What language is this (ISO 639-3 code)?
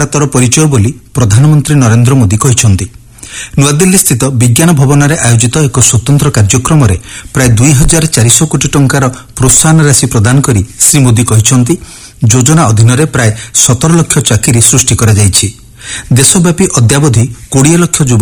ori